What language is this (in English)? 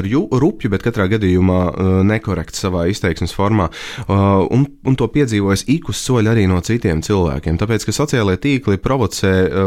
Latvian